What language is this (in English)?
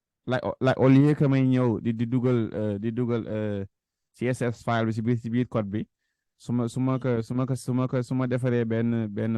Wolof